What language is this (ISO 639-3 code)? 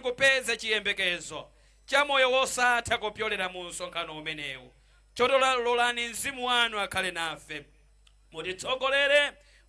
nya